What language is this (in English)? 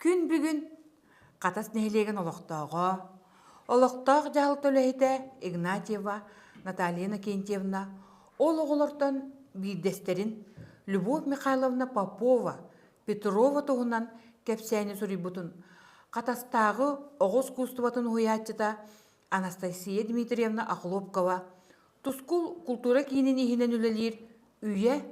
Yakut